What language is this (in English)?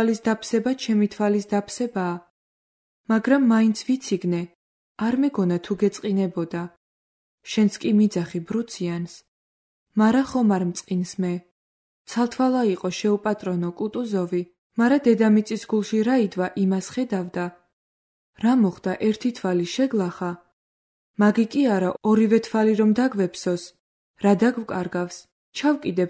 Georgian